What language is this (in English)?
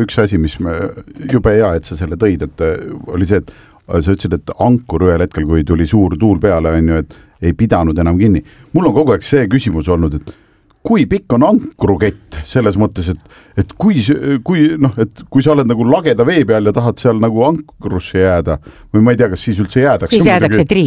Estonian